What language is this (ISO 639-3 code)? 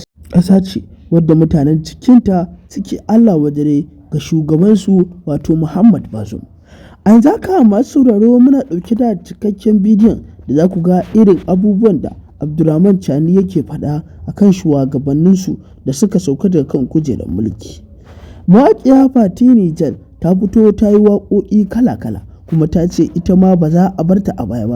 hau